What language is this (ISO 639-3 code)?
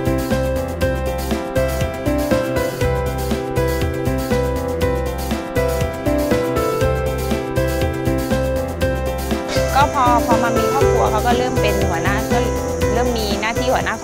tha